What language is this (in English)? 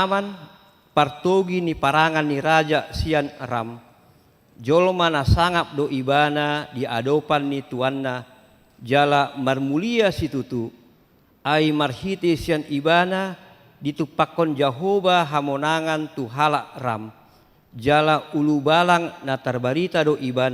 Batak Toba